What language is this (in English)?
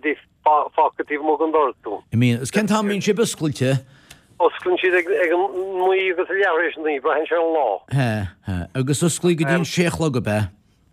Irish